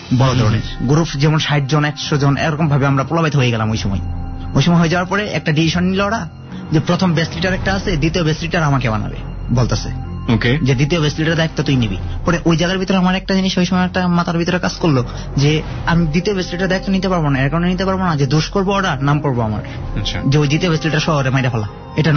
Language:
Bangla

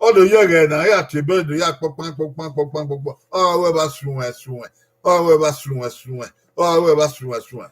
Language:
Bini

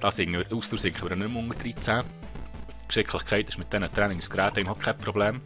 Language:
Swiss German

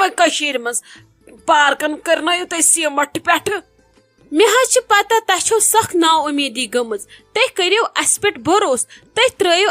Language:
Kashmiri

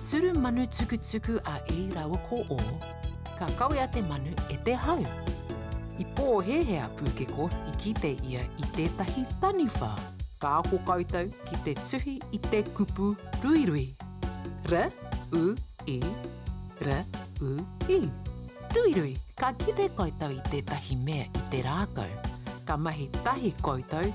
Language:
Māori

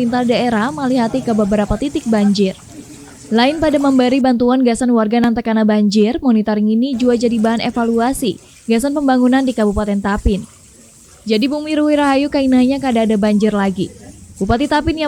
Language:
Banjar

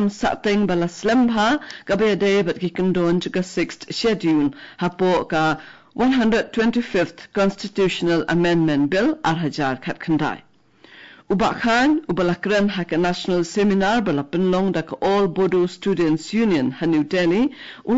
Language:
Khasi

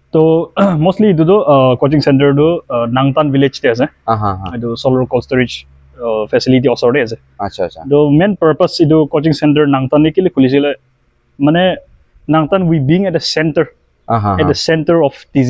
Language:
Naga Pidgin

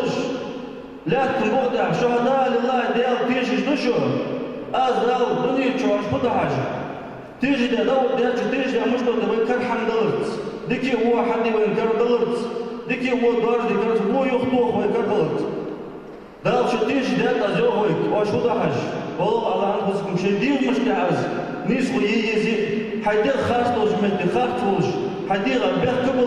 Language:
Ingush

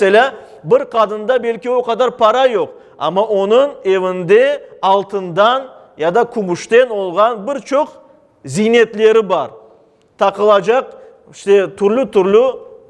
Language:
Crimean Tatar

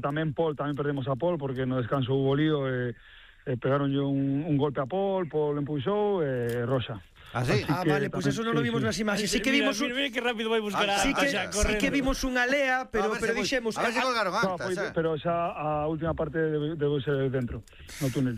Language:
Galician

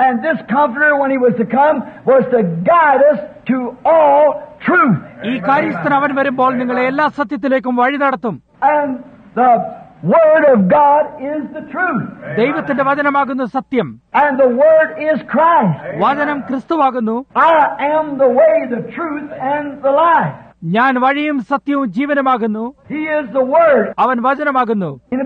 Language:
Malayalam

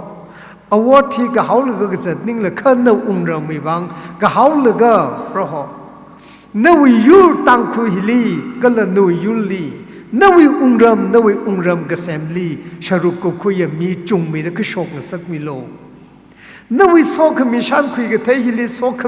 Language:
Tangkhul Naga (India)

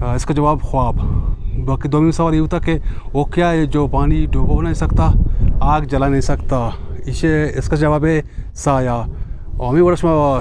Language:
Eastern Balochi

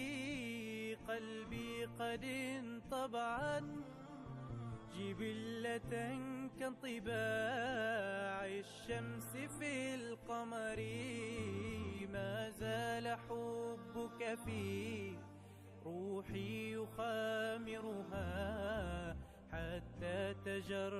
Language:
Arabic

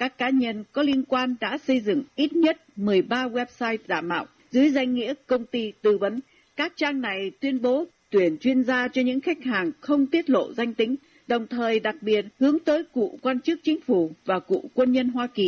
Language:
Vietnamese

